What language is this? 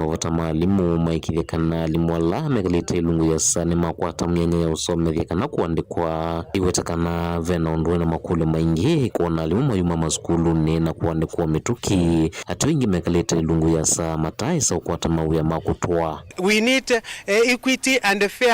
Kamba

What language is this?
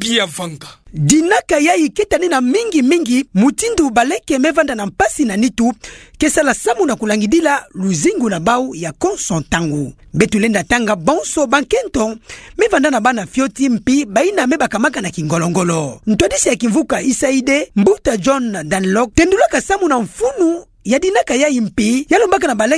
Kituba (Democratic Republic of Congo)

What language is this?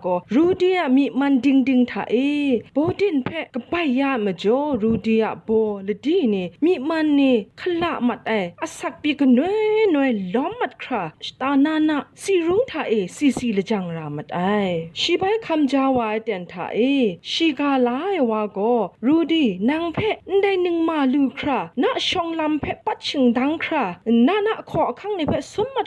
Kachin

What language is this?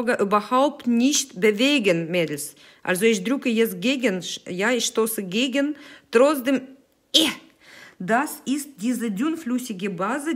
German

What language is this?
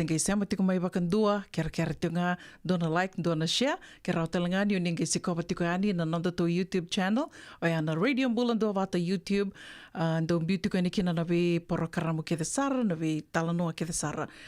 Fijian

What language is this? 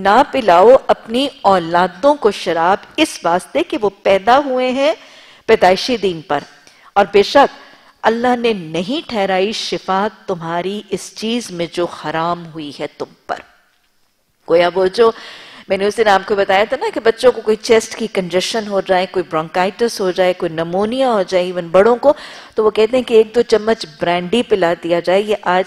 Urdu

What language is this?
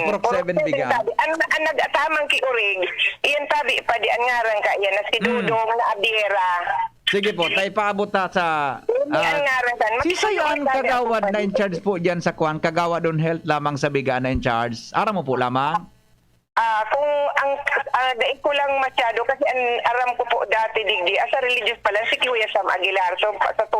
Bikol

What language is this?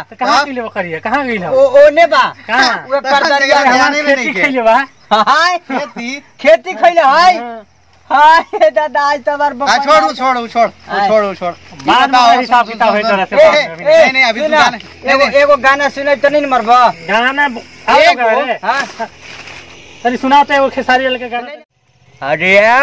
Bhojpuri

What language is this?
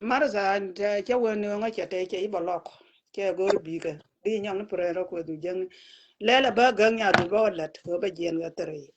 Nuer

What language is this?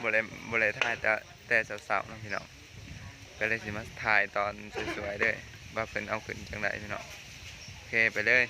Lao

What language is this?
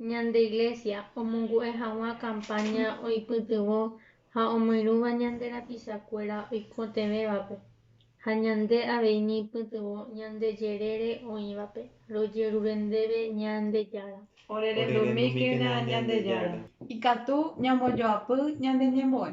Guarani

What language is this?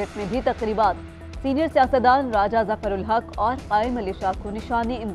Urdu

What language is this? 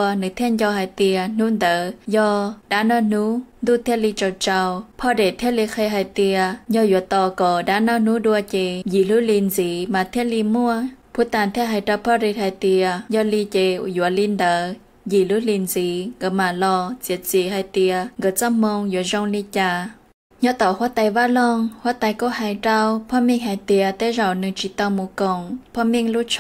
Hmong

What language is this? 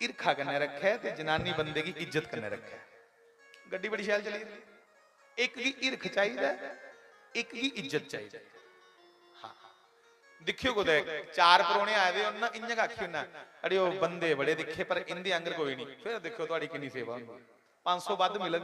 Dogri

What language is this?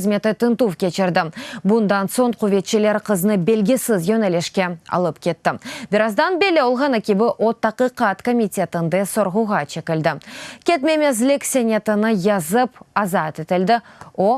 Crimean Tatar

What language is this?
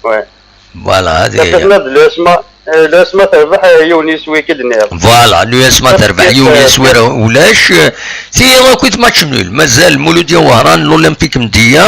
Kabyle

